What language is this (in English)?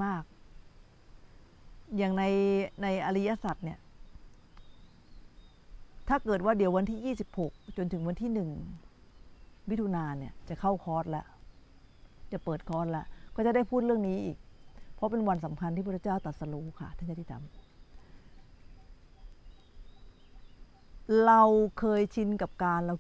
Thai